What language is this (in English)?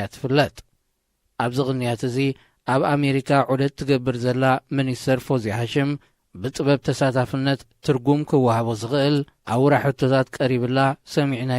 Tigrinya